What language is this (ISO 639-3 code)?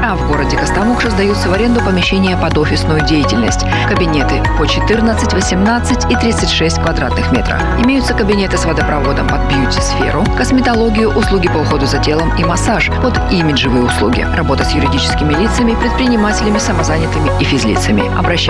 rus